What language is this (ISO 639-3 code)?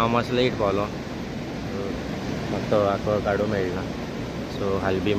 kok